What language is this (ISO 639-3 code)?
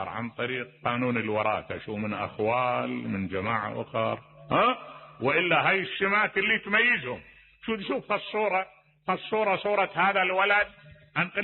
acm